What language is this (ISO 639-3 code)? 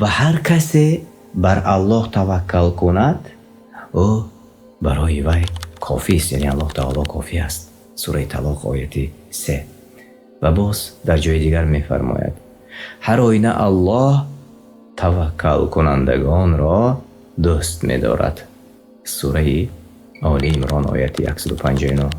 tgk